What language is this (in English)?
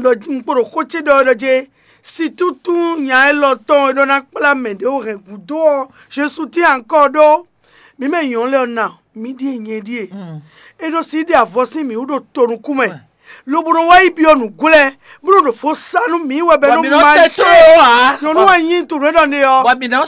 Fon